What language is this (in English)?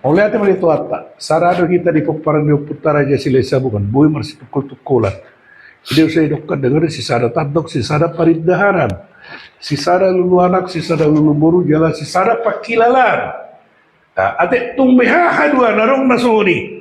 Batak Toba